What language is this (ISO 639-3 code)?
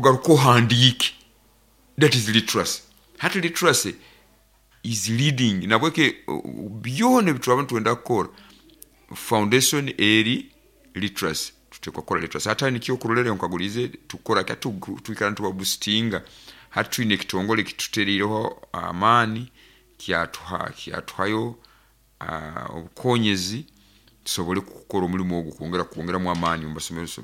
nyo